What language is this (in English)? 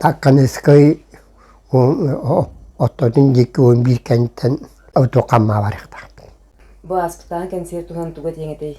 Yakut